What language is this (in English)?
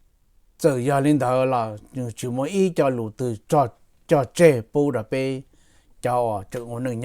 Hmong